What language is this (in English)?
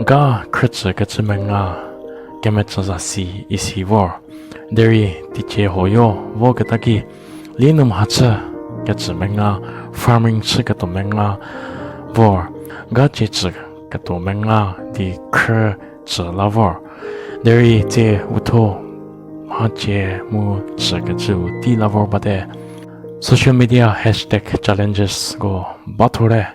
Angami Naga